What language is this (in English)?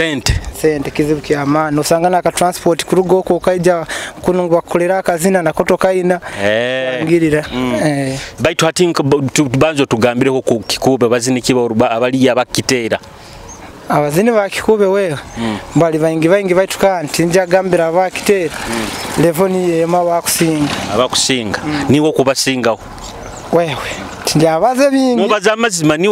Nyoro